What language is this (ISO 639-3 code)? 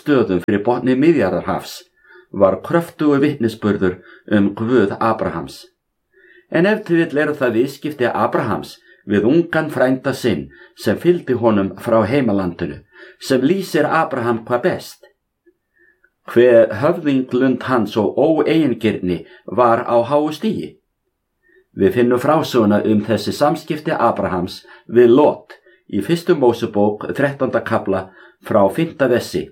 isl